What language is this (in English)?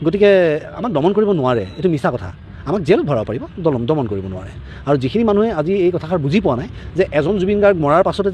Assamese